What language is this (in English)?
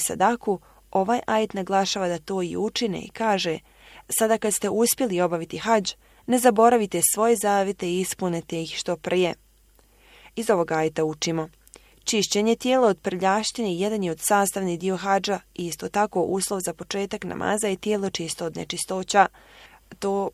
Bosnian